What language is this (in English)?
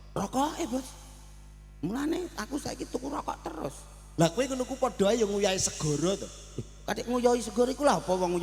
Javanese